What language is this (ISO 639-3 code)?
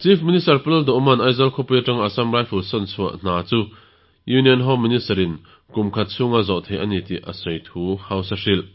lus